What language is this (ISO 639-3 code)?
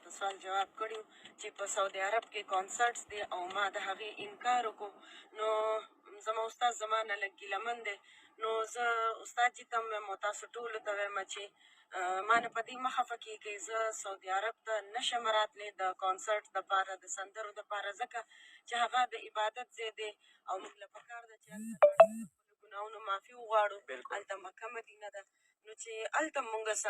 pus